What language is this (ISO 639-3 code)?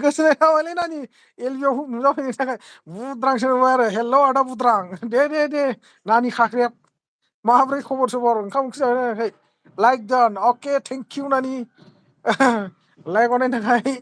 brx